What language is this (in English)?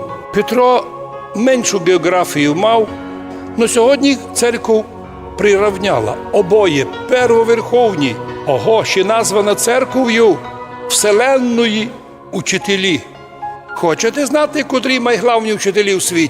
Rusyn